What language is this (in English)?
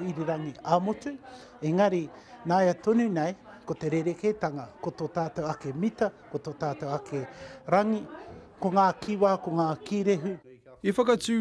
Māori